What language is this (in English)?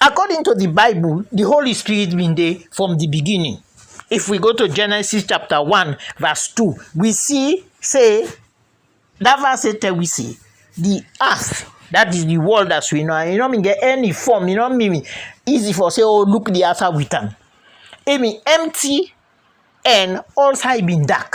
Krio